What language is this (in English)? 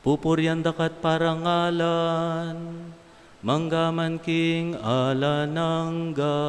Pampanga